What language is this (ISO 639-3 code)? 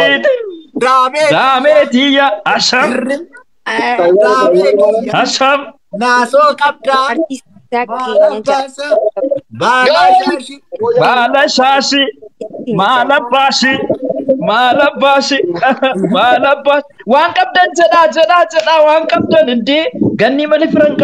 orm